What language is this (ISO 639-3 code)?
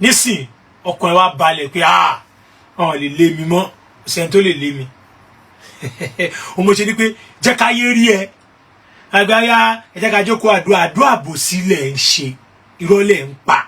yor